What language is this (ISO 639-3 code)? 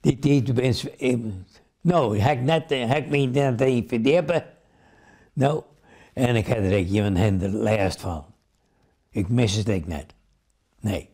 fry